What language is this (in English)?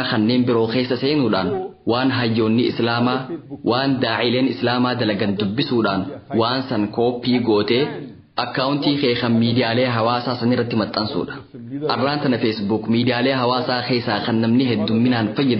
Oromo